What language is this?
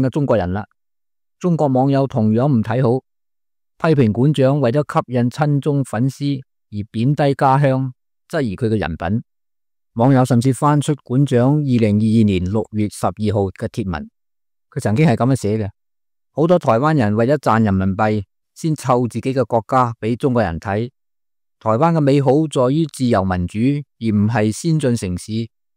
Cantonese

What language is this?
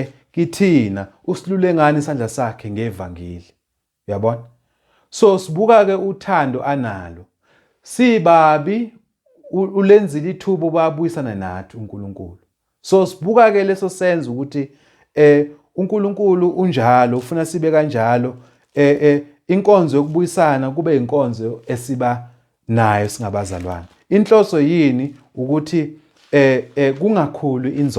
Zulu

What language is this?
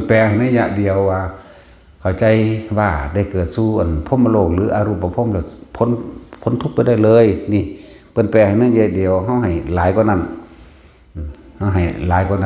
Northeastern Thai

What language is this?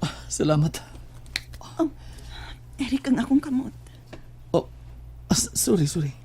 Cebuano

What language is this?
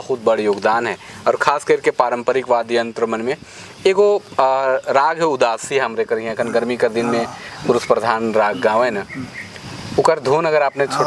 Sadri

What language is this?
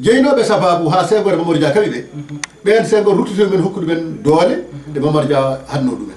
Fula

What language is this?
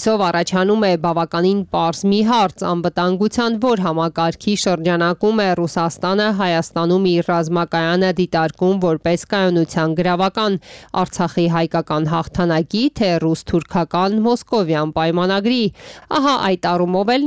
Armenian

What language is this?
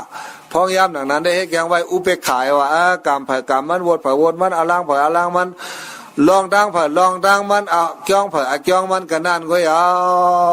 Shan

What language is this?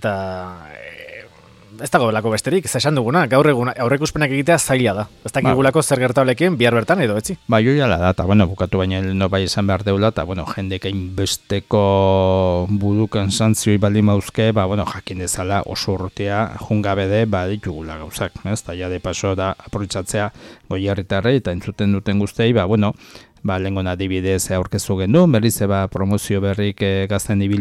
Basque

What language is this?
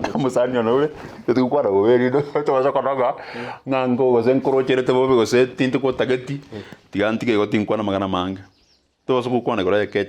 Gusii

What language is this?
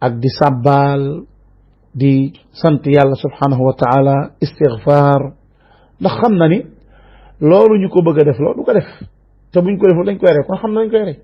Wolof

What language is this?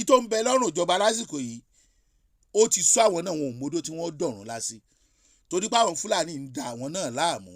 Yoruba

